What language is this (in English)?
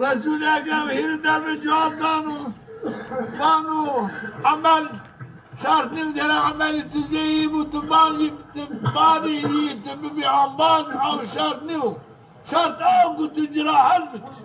Zaza